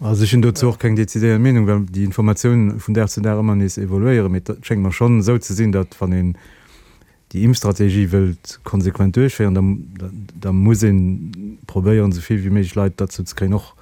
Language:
Luxembourgish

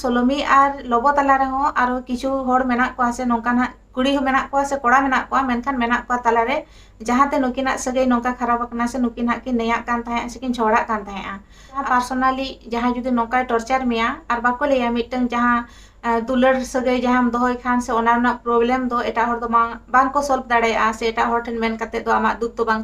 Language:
Santali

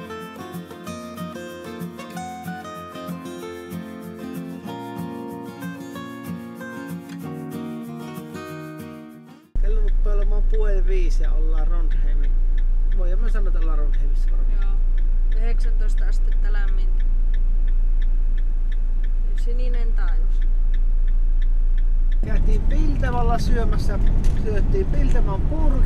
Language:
Finnish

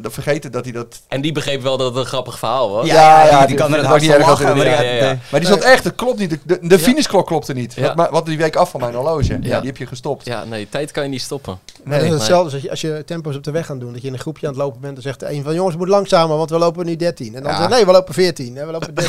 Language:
Dutch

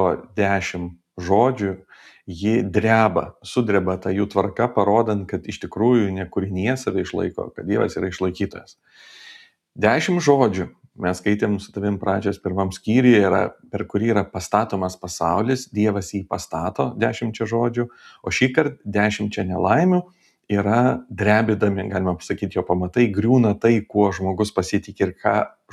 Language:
Lithuanian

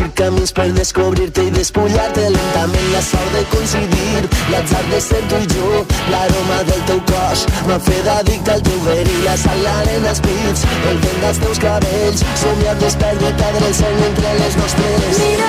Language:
Catalan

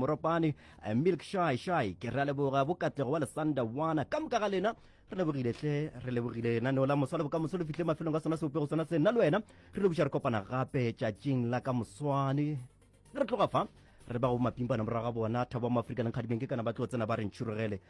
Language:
Northern Sotho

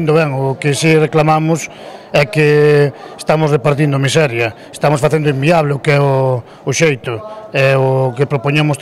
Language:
Galician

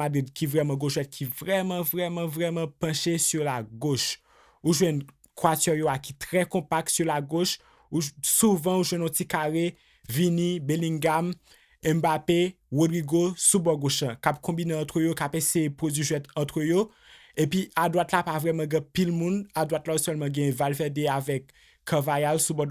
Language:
Haitian Creole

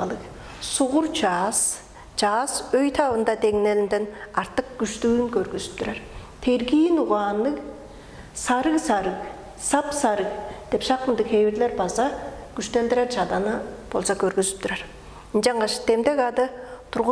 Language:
Tuvinian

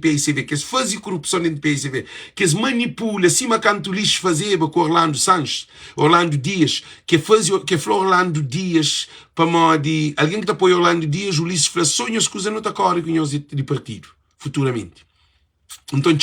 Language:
Kabuverdianu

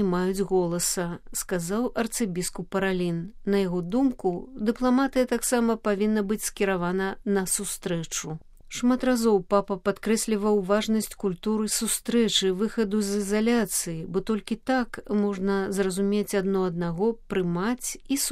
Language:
Belarusian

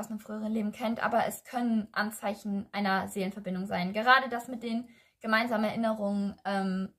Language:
German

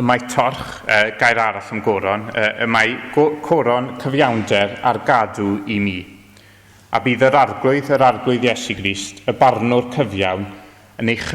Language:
Welsh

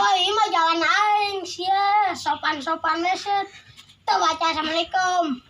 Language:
Sundanese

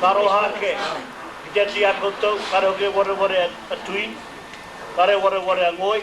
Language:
Māori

